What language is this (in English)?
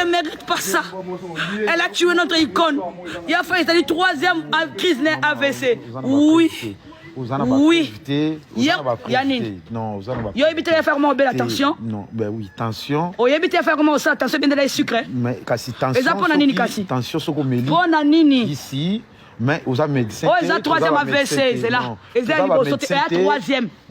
Lingala